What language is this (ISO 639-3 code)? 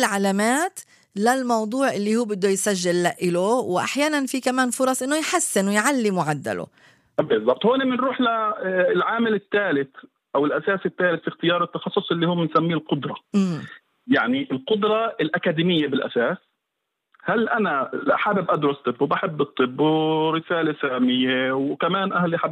apc